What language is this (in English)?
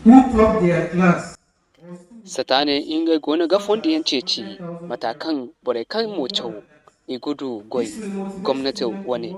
Zarma